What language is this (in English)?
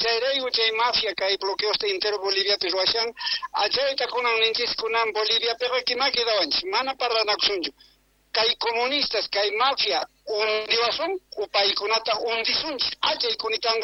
Quechua